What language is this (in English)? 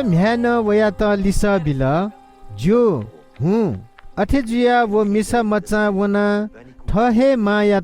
Newari